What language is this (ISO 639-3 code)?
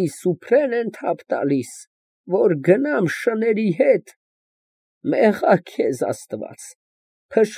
hye